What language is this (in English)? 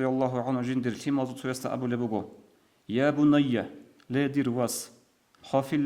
Avaric